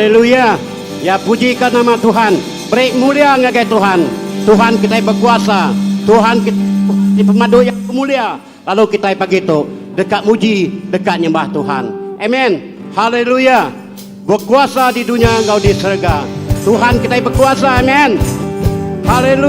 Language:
Iban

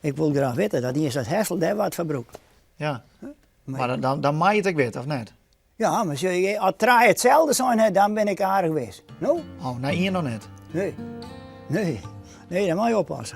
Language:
Western Frisian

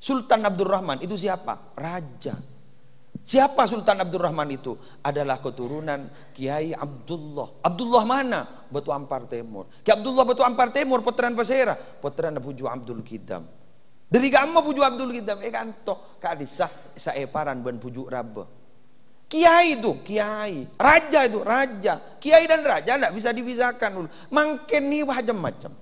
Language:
Madurese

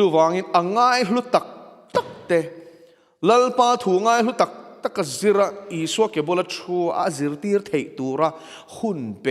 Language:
Mizo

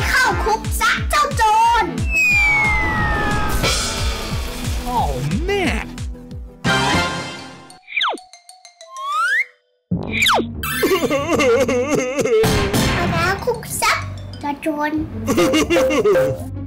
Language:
Thai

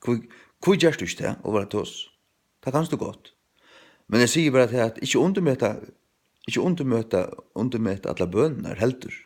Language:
Faroese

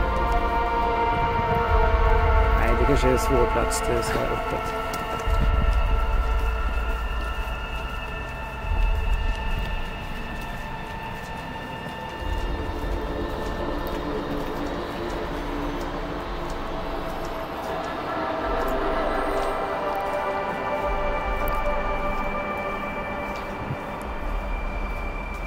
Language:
Norwegian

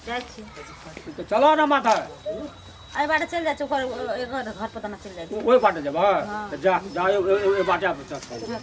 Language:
Maithili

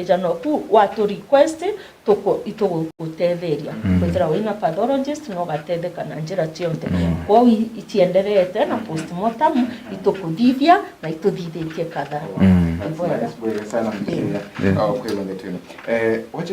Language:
Meru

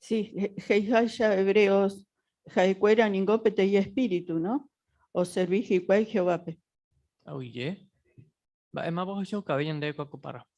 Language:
Guarani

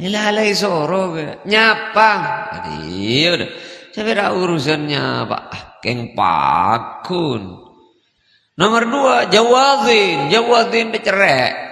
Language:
Madurese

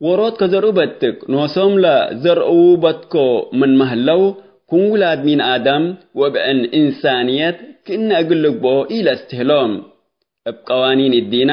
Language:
Tigre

